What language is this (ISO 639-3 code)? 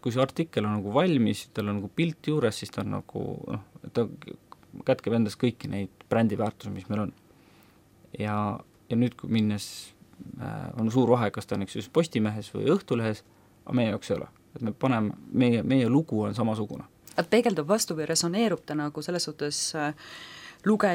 est